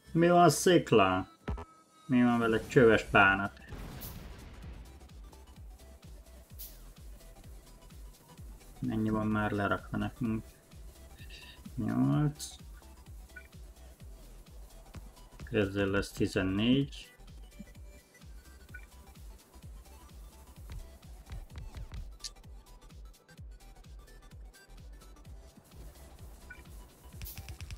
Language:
Hungarian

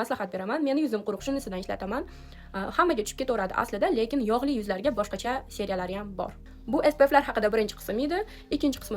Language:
Uzbek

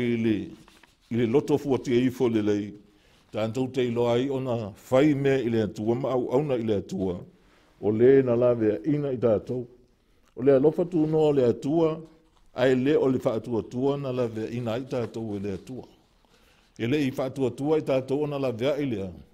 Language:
Samoan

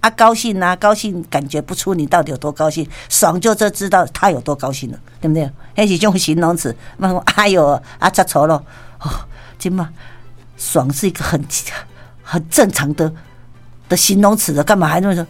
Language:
Min Nan Chinese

